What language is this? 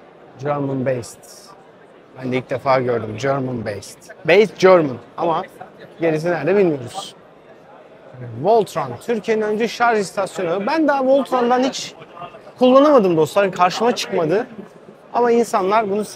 Turkish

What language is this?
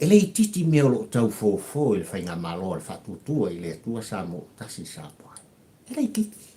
Samoan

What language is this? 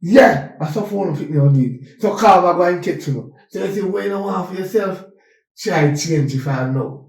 Jamaican Creole English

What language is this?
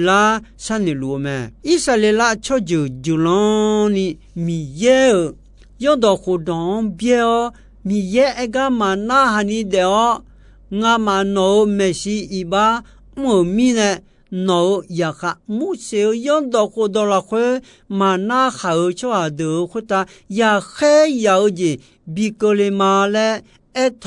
Akha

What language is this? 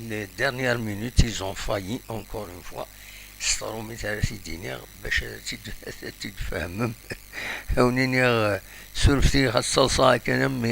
Kabyle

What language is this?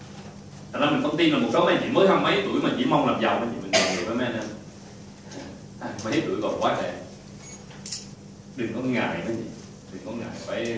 Vietnamese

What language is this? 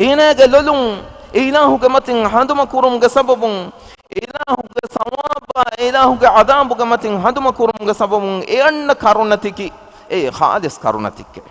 Divehi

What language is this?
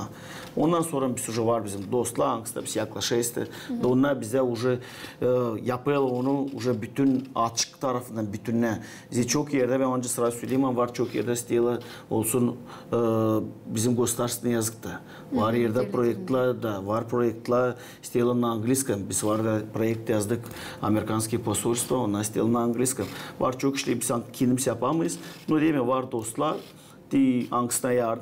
Gagauz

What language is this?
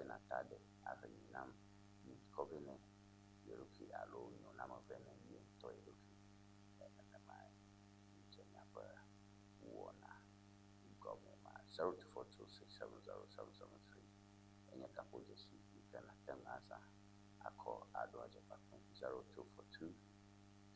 Ewe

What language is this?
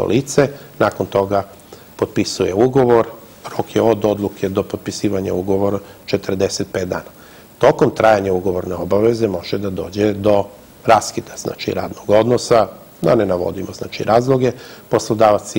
Serbian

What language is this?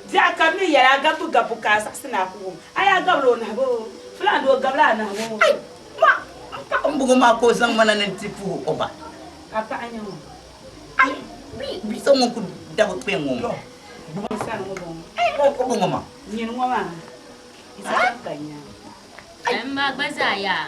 Dagbani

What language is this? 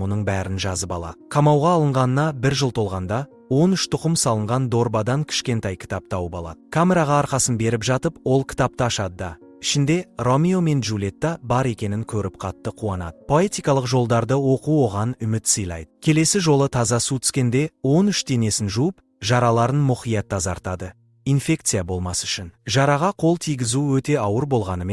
Kazakh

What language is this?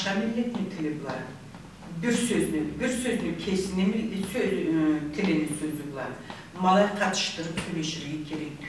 Karachay-Balkar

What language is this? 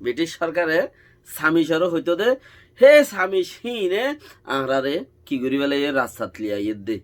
Rohingya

